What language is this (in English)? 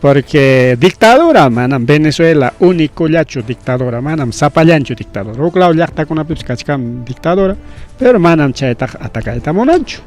Ayacucho Quechua